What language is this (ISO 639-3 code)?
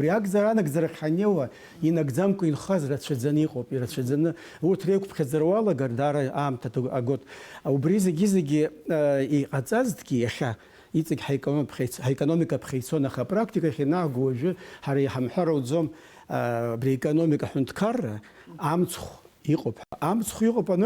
abk